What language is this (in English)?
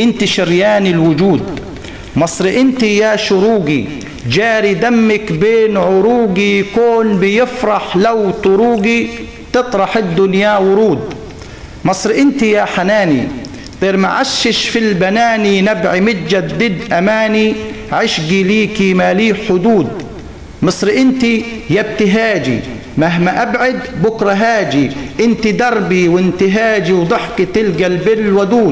Egyptian Arabic